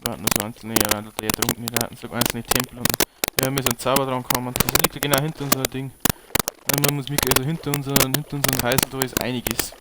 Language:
Bavarian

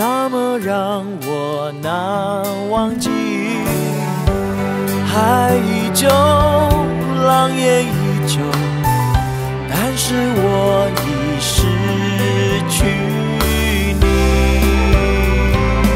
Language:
Chinese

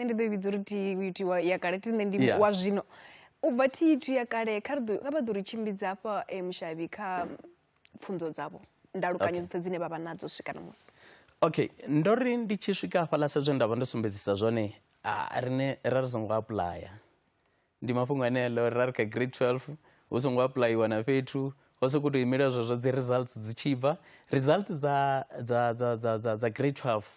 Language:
Venda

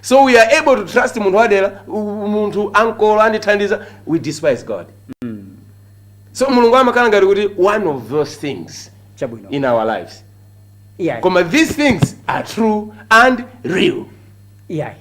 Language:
Nyanja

